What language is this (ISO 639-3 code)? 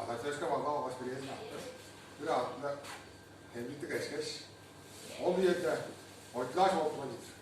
tyv